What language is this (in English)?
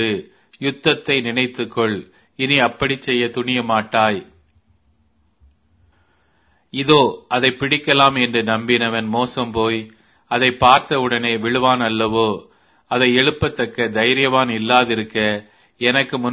Tamil